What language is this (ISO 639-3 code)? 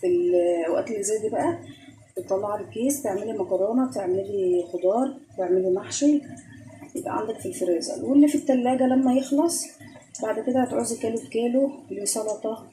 arz